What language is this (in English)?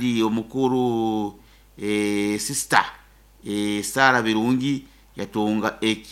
Nyoro